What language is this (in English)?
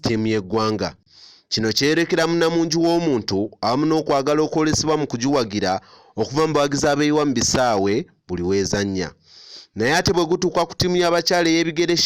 Ganda